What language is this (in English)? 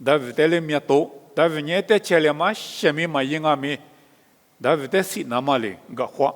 Lisu